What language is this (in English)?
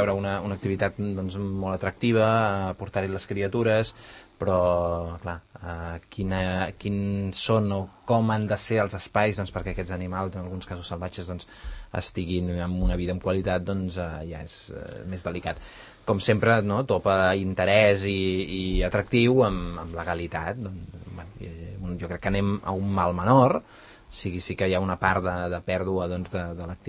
Catalan